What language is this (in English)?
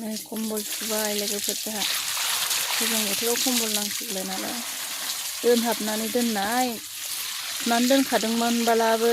Bodo